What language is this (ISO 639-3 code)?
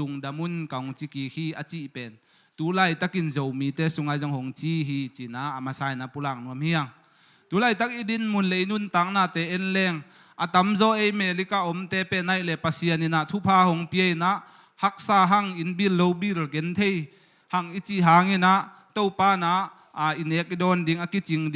ctd